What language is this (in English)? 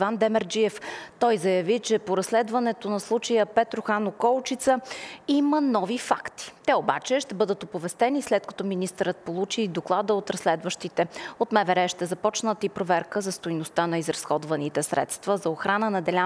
Bulgarian